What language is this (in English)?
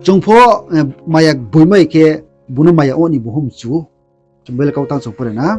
Riang (India)